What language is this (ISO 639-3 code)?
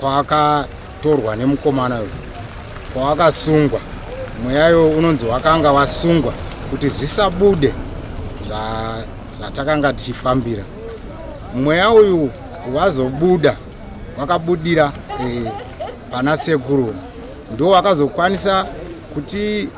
sna